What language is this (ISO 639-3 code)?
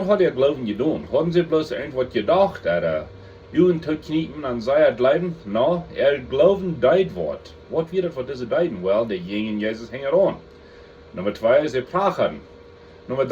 pdt